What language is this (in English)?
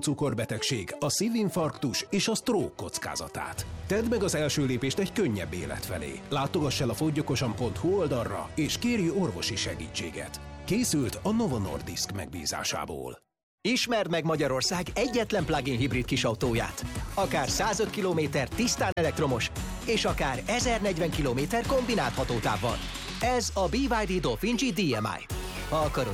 Hungarian